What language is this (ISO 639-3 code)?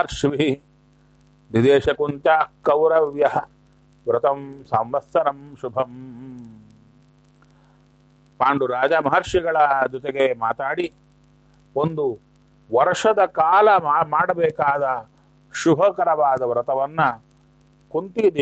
kan